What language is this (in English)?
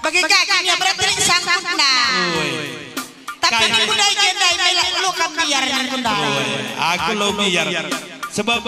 Batak Karo